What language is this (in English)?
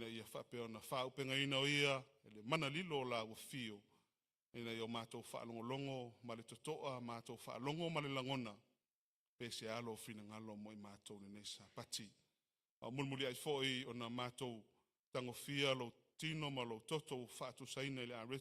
Samoan